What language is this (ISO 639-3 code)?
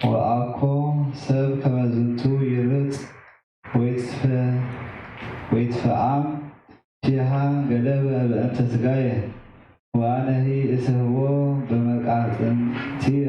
gez